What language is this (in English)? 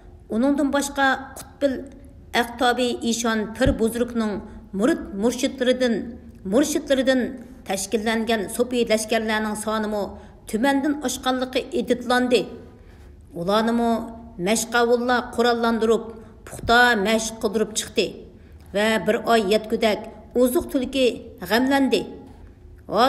Uyghur